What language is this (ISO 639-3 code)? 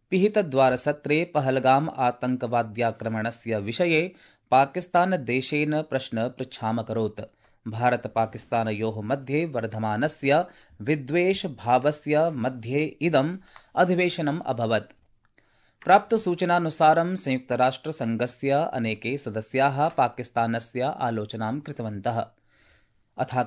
san